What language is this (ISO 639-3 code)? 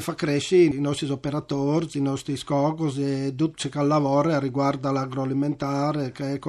fur